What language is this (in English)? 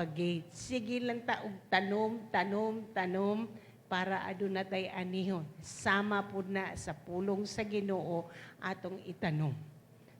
Cebuano